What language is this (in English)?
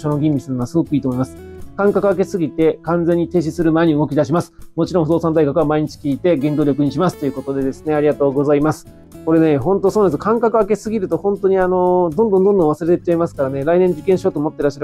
Japanese